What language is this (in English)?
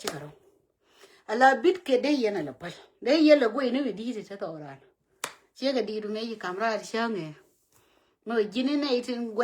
Nuer